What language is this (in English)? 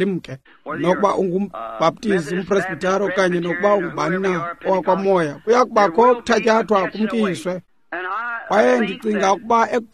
Xhosa